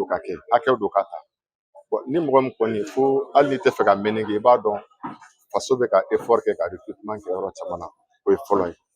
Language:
Bambara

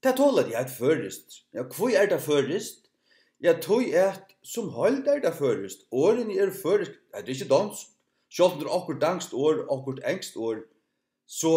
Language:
Faroese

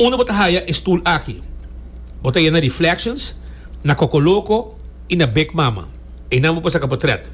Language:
Papiamento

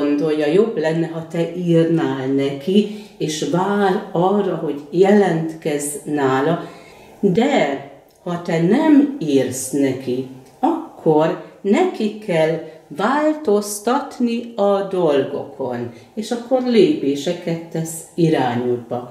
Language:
Hungarian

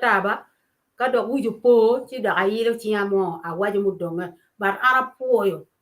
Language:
Acoli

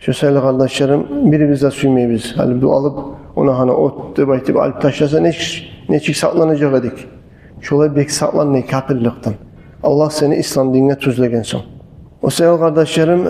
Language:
Kumyk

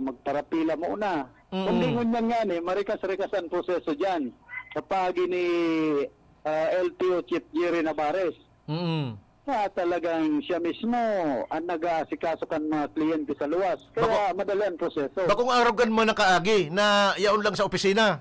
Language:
Bikol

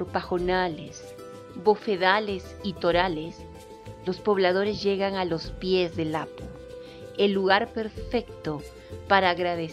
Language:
Spanish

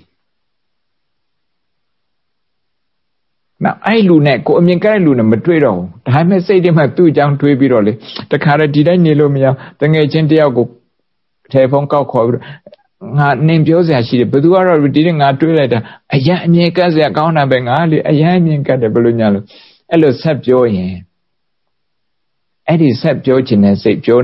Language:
Burmese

